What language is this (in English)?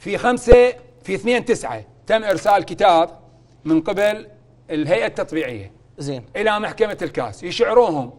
Mesopotamian Arabic